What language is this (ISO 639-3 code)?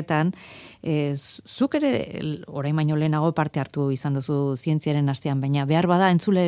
eus